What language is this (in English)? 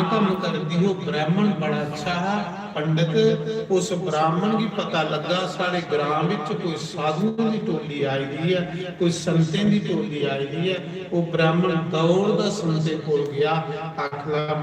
Dogri